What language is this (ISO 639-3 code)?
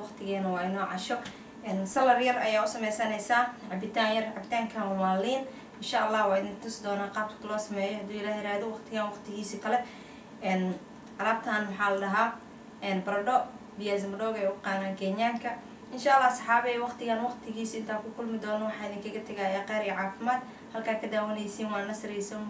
som